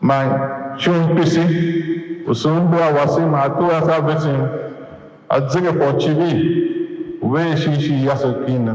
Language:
Tiv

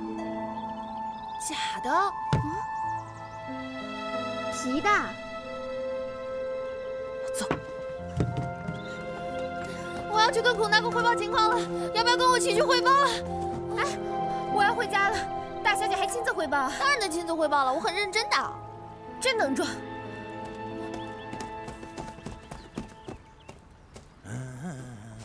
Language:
Chinese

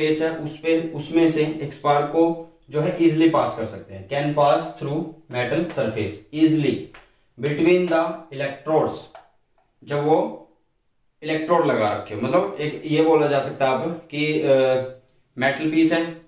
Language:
Hindi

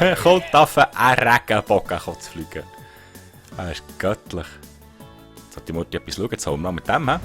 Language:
Swiss German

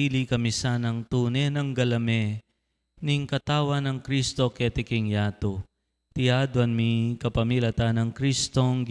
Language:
Pampanga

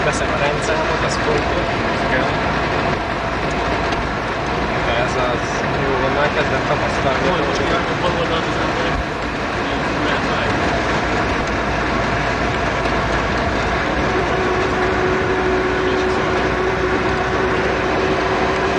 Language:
Hungarian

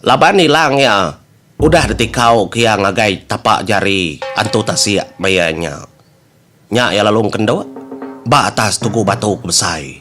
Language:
Iban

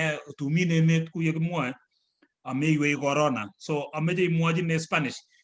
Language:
Kalenjin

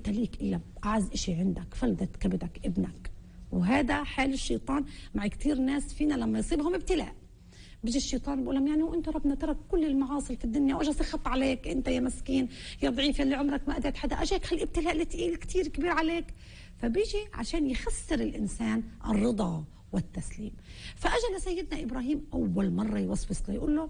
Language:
North Levantine Arabic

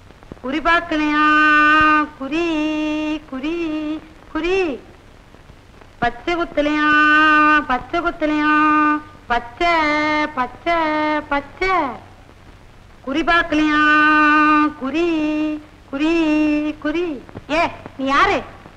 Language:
Tamil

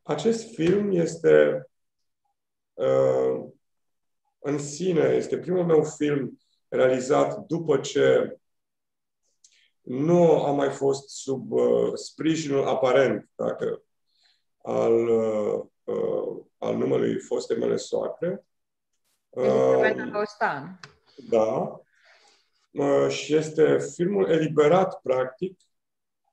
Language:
Romanian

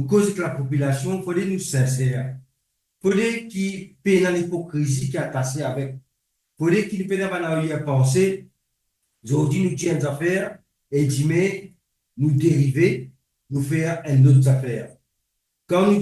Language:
Morisyen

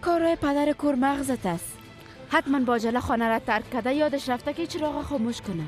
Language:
Persian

